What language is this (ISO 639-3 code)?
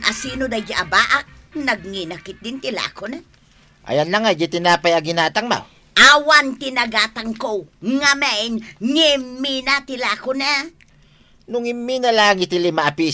ilo